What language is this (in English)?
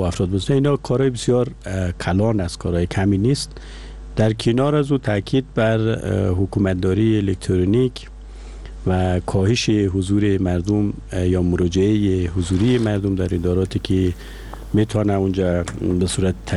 Persian